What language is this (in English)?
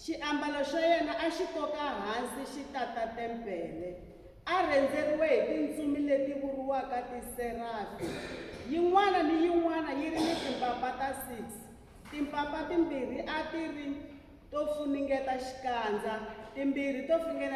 Tsonga